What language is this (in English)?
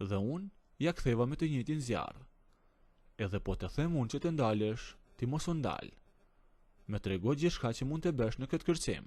Albanian